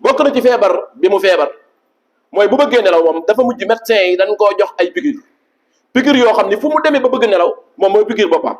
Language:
Wolof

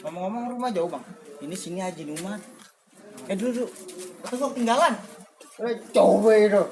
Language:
Betawi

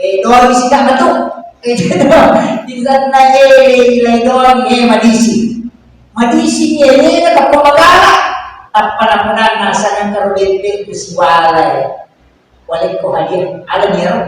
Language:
Buginese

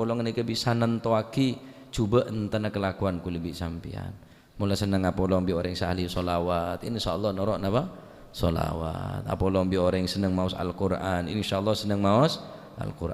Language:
Madurese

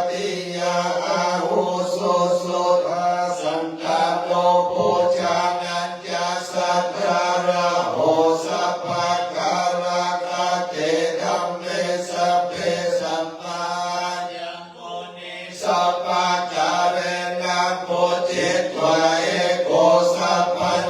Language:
Pali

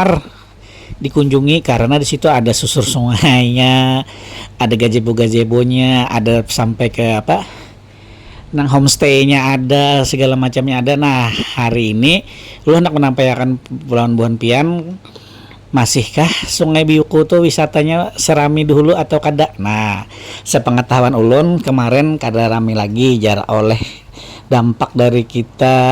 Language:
Banjar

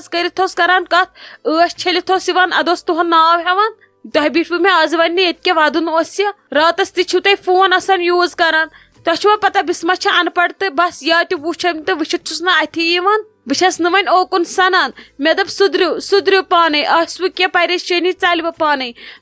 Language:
Kashmiri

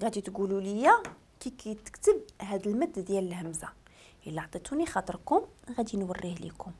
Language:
Moroccan Arabic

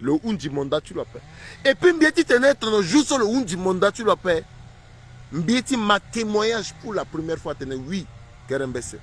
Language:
Sango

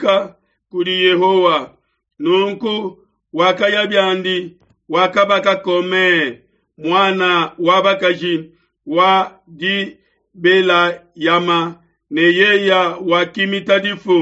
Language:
Luba-Lulua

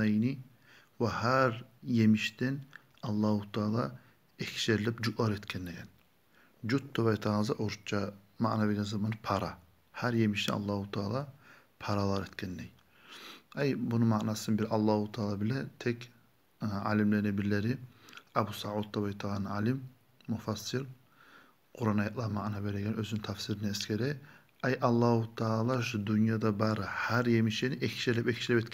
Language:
Kumyk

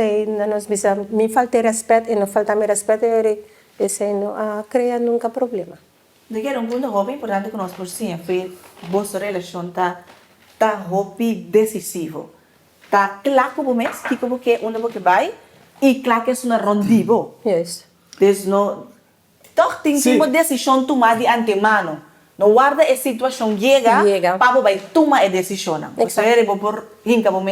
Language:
Papiamento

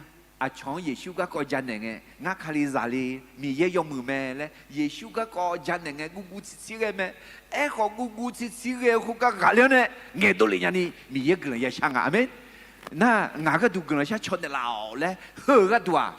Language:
Akha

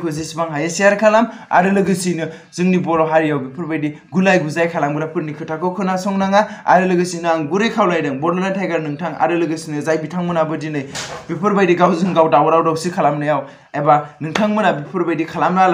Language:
Bodo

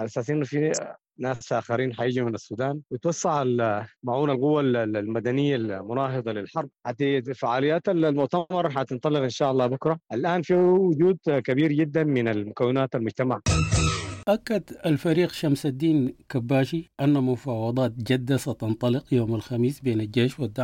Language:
Sudanese Arabic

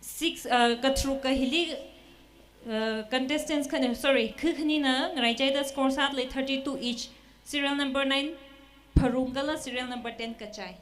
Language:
Tangkhul Naga (India)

